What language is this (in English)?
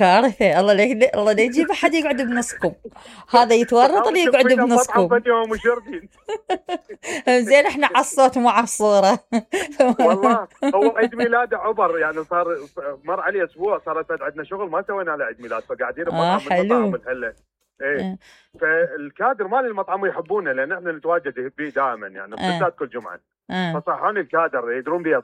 Mesopotamian Arabic